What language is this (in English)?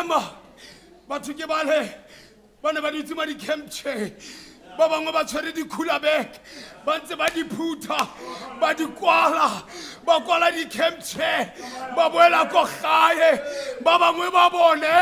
Tswana